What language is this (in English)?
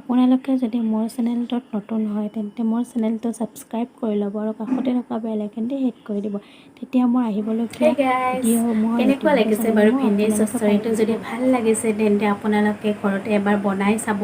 Assamese